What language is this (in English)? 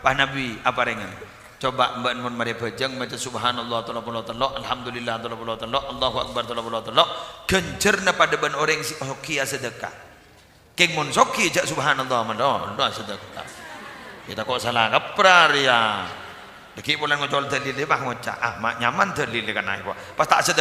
Madurese